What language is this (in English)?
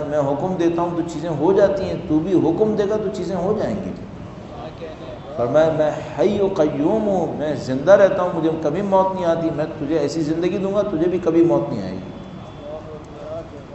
Urdu